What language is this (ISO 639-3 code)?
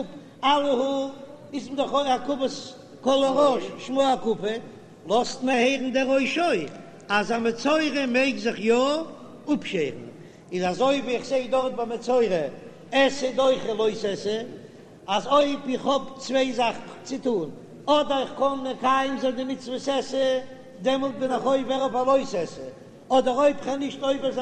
yid